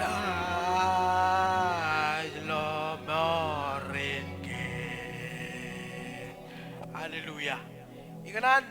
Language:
Marshallese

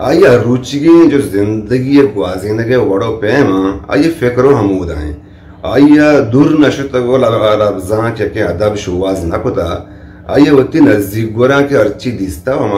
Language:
Eastern Balochi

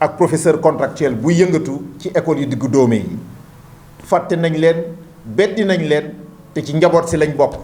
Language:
Wolof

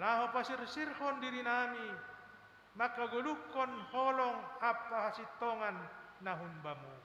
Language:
Batak Simalungun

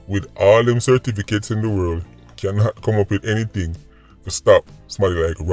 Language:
Jamaican Creole English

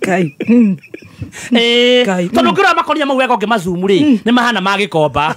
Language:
Kikuyu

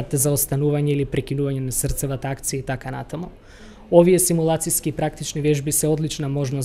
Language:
Macedonian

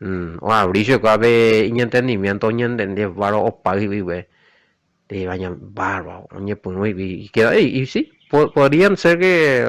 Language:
Guarani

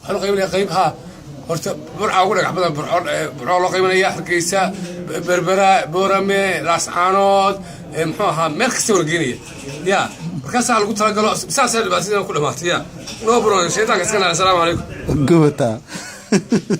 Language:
Somali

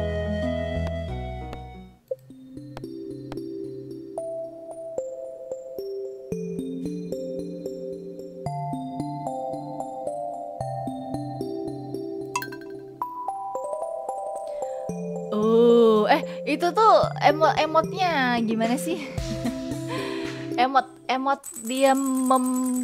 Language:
Indonesian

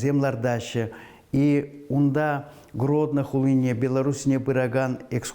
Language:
Chuvash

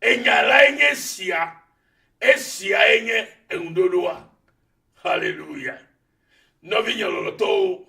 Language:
Ewe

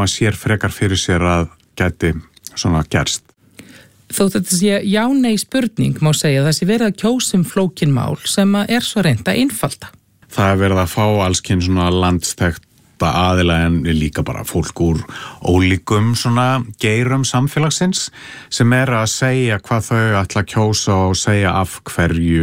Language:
Icelandic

